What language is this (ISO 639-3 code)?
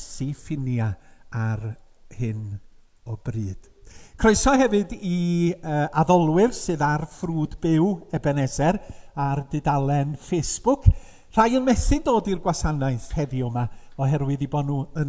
cym